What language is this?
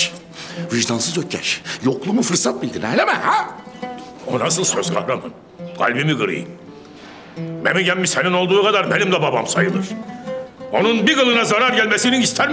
Turkish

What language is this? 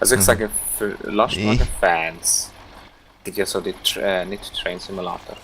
Swiss German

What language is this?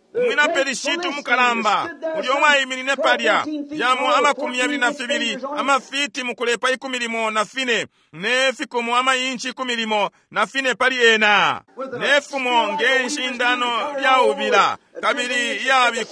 Bemba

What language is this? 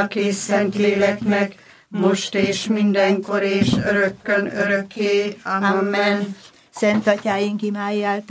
Hungarian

